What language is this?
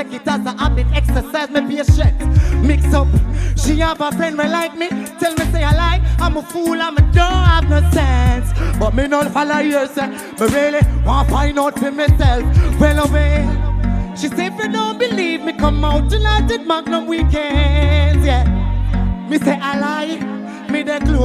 Jamaican Creole English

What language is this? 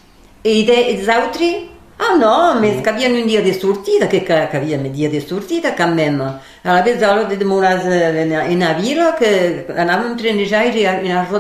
Occitan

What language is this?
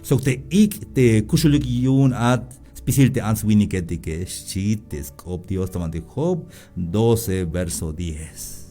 Tzeltal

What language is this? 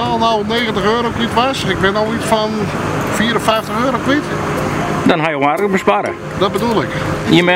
Western Frisian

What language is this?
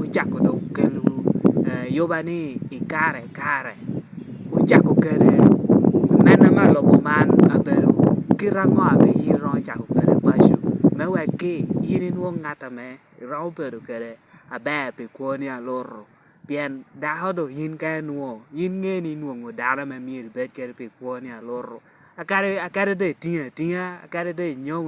Lango (Uganda)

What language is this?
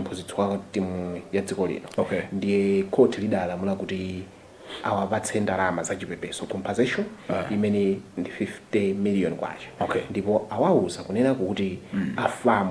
Nyanja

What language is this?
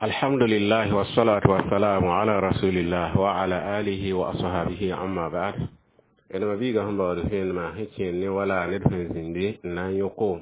Mossi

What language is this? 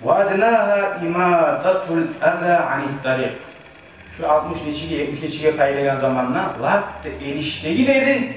Kumyk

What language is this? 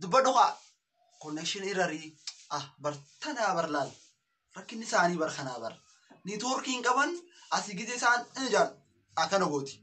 Oromo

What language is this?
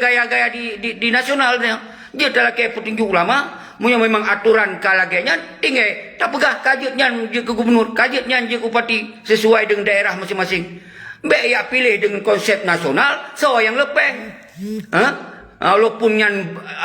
Achinese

